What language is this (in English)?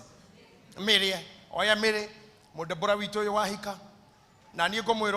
Kikuyu